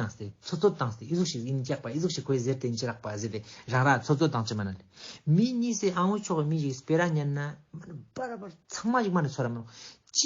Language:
Ladakhi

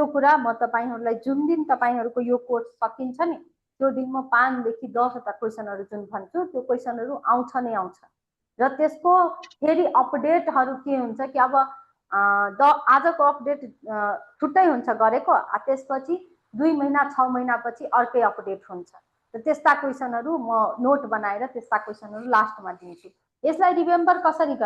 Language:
Nepali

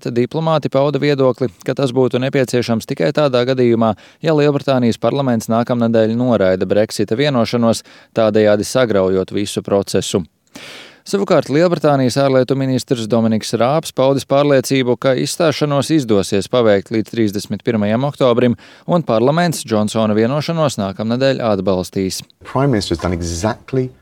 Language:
Latvian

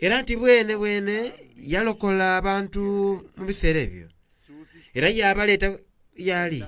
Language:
Soga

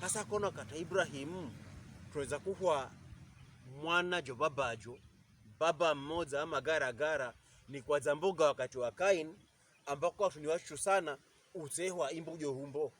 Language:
Pokomo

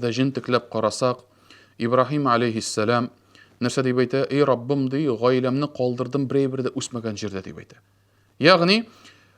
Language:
Tatar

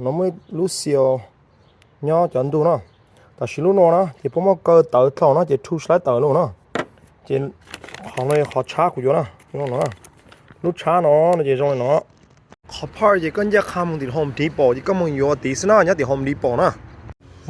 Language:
Hmong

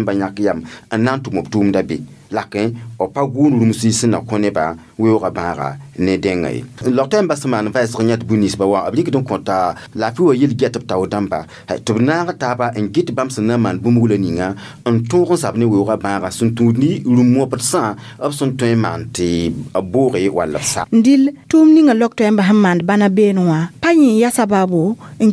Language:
Mossi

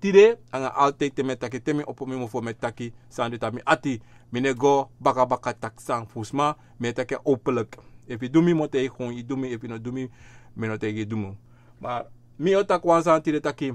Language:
Sranan Tongo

